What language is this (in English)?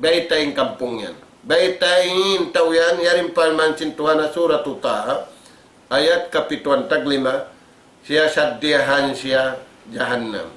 Tausug